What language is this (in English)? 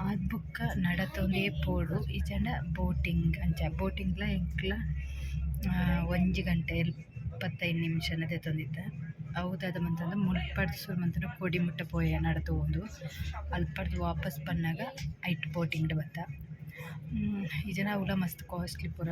Tulu